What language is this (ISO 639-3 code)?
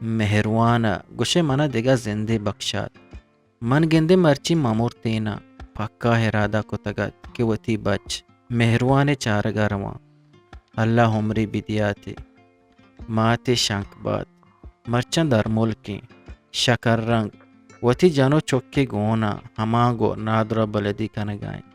bgp